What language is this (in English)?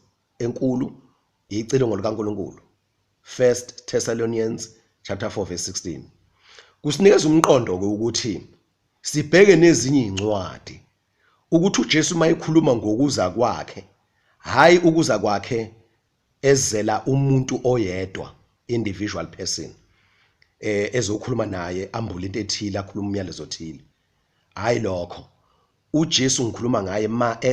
Zulu